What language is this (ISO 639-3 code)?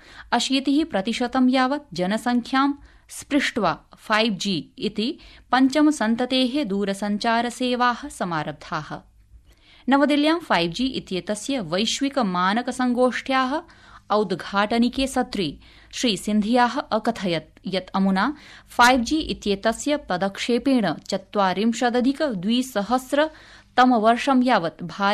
san